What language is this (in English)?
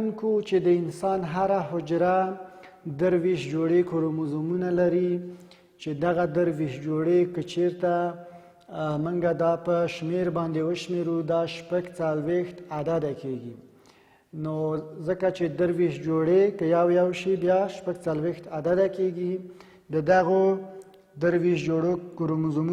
Pashto